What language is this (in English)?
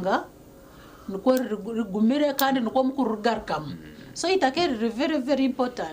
Nyankole